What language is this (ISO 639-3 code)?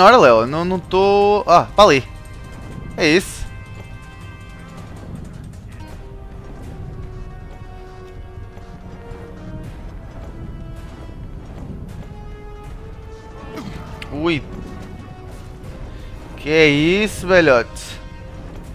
por